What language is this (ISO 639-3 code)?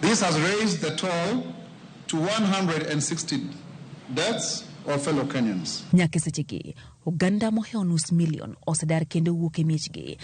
luo